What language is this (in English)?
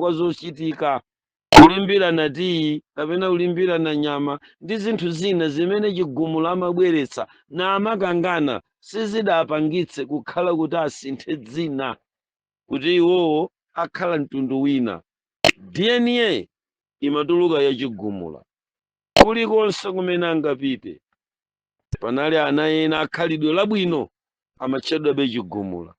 Nyanja